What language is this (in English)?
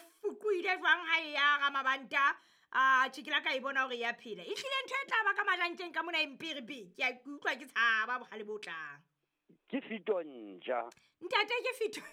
Southern Sotho